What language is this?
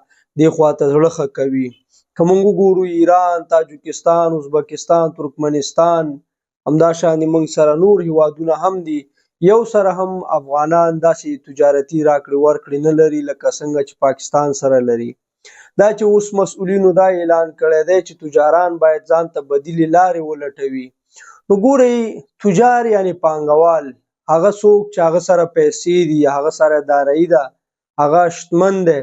Pashto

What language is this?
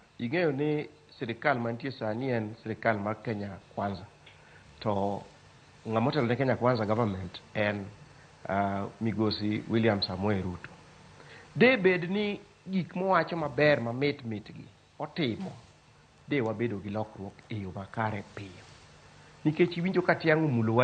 Luo (Kenya and Tanzania)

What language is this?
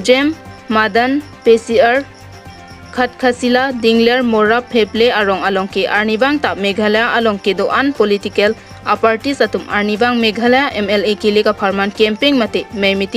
Karbi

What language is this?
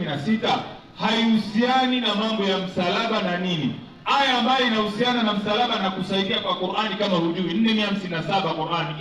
Swahili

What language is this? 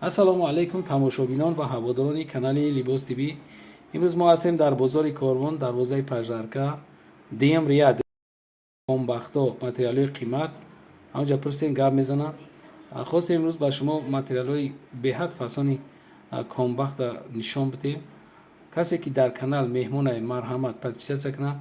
Tajik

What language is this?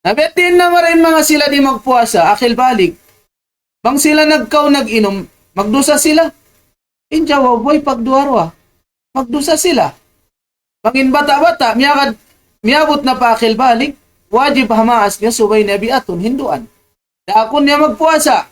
Tausug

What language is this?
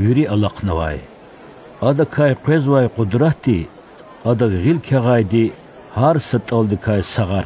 Lezghian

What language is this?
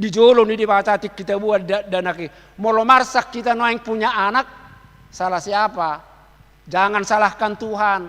Batak Toba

